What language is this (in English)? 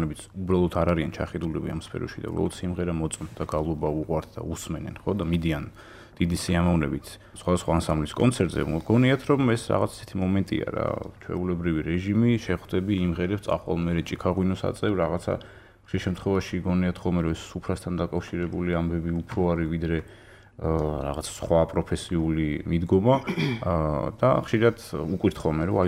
Georgian